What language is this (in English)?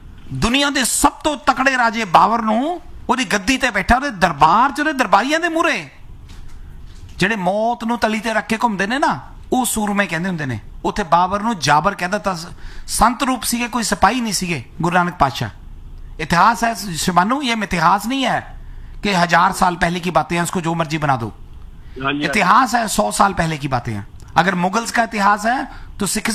Punjabi